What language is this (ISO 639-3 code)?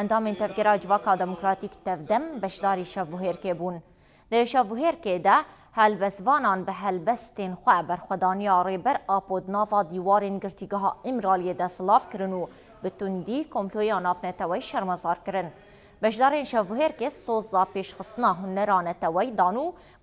kur